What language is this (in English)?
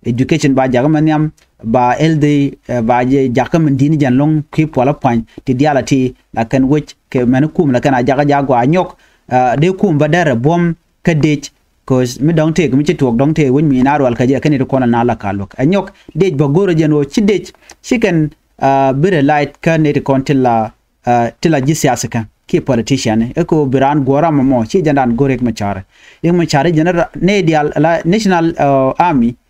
Nuer